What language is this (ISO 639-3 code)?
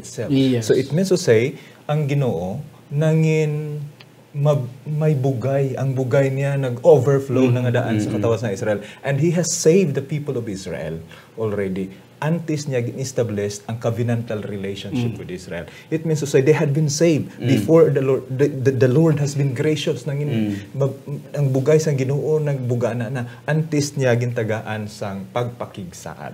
hil